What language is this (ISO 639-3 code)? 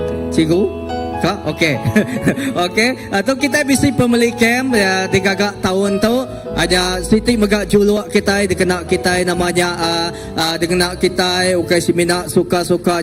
iba